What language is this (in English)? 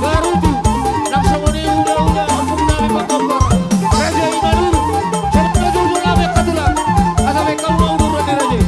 Batak Toba